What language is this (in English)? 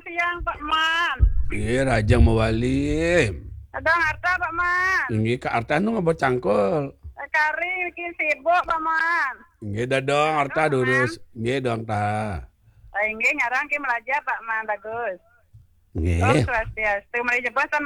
Balinese